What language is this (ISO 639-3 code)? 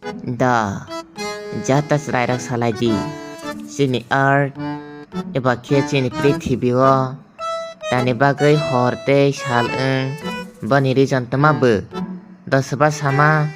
trp